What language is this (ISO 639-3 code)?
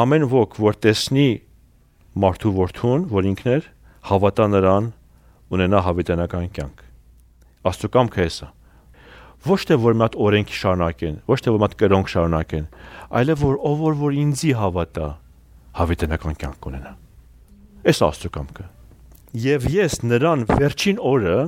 hye